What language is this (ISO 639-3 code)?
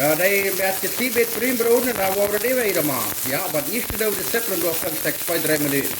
pdt